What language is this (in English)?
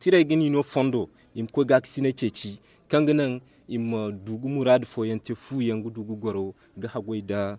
Zarma